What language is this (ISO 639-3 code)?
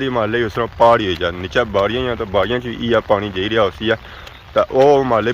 phr